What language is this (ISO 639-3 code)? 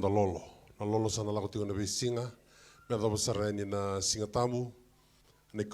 fij